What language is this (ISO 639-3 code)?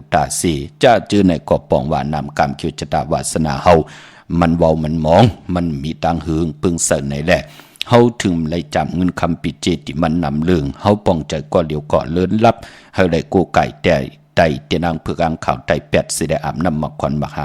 shn